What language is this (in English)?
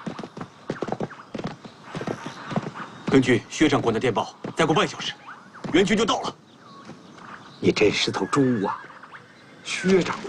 Chinese